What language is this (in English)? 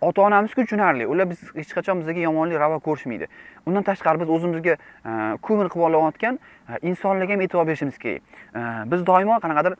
Uzbek